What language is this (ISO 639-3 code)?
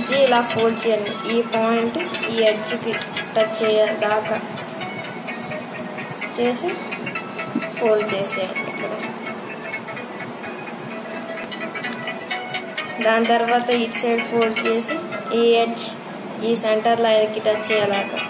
tel